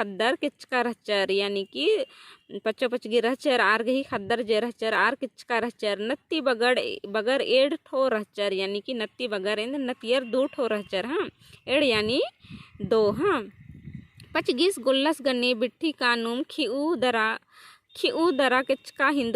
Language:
Kurukh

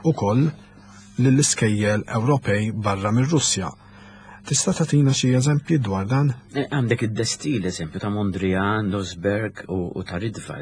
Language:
Maltese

